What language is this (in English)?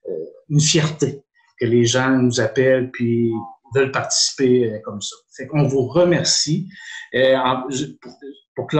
French